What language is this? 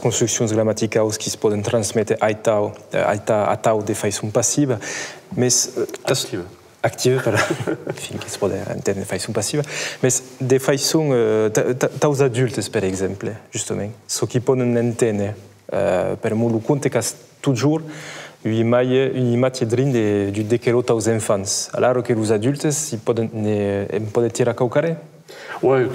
Occitan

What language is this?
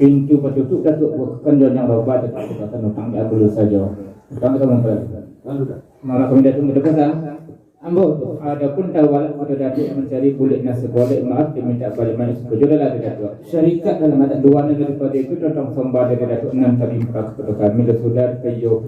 Minangkabau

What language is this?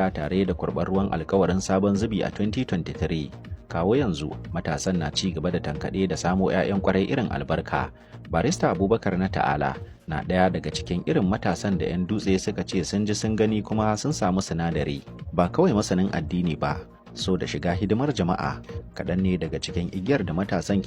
Hausa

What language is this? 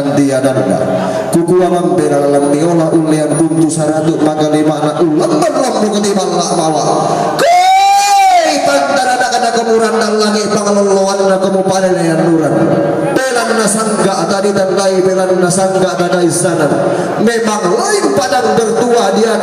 Toraja-Sa'dan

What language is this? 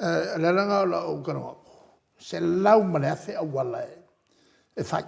Samoan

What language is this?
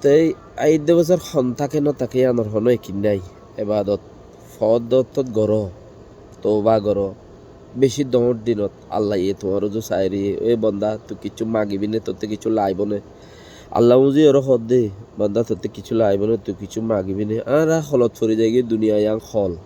Rohingya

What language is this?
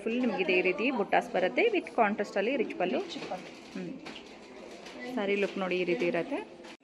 Kannada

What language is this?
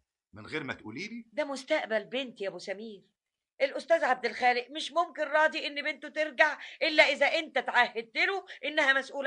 Egyptian Arabic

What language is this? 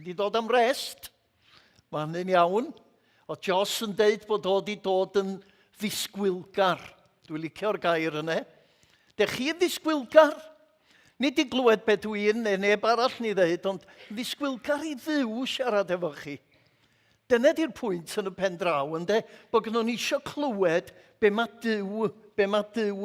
Welsh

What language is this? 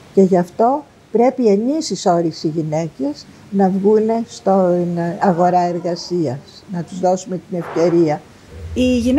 Greek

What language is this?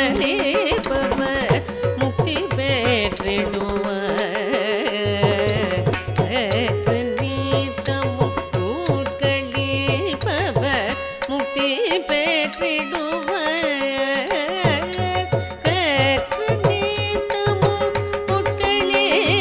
Tamil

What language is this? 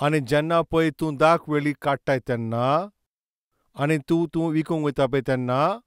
Konkani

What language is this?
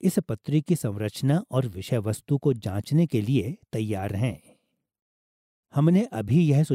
Hindi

